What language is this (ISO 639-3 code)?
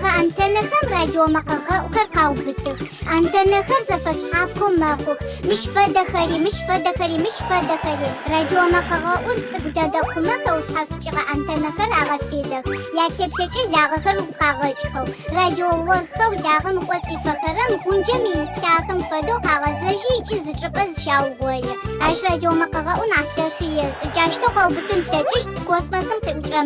ady